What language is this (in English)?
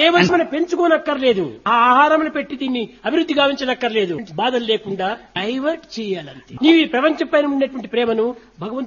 Telugu